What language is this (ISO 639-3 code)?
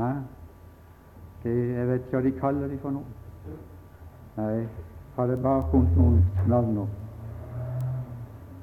nor